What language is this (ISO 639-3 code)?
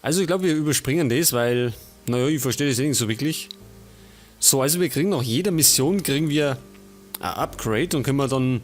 bar